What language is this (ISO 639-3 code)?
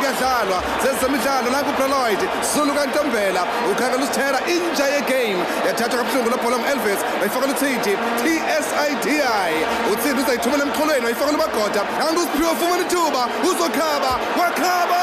xho